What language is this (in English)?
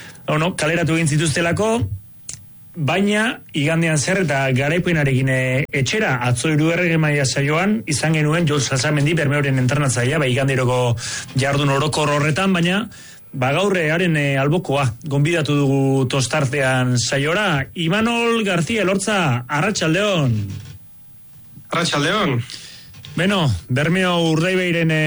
Basque